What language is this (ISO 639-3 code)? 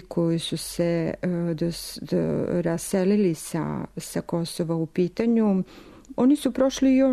srp